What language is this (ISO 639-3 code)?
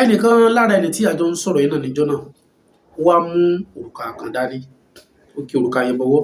yor